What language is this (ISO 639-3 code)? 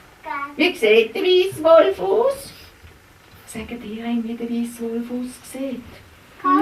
gsw